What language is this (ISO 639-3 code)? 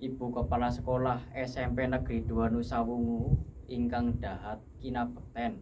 jav